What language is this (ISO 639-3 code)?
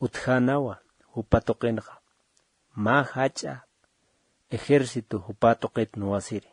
aym